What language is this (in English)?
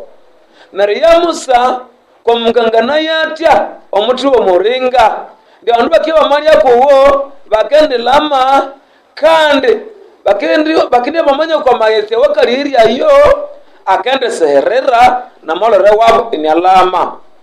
Nande